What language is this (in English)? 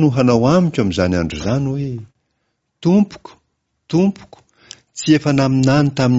Malagasy